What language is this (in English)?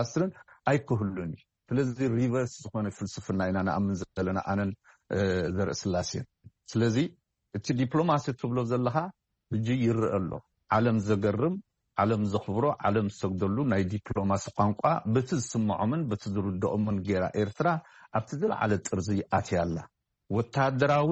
Tigrinya